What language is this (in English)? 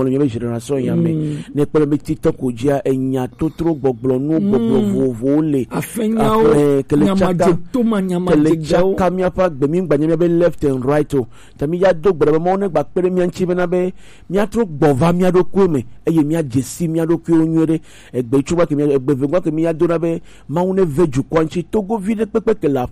Gen